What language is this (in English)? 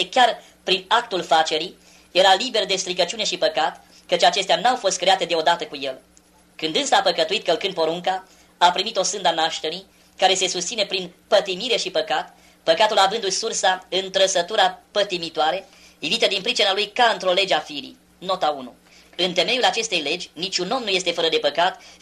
Romanian